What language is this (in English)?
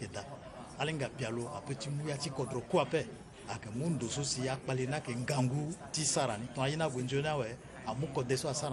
Sango